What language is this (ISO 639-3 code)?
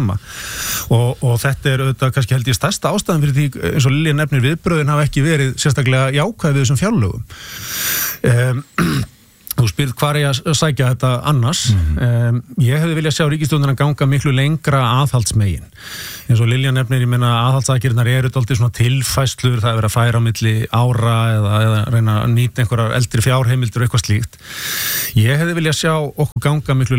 isl